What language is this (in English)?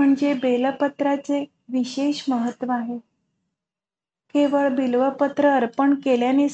Marathi